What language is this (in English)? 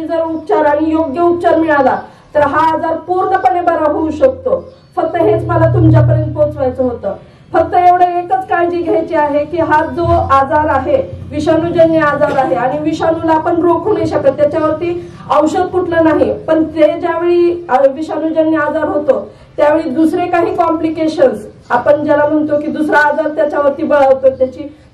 Marathi